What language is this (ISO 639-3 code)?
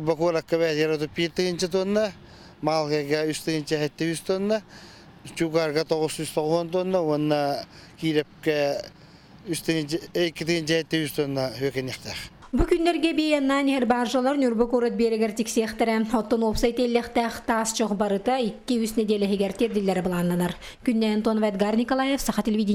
sah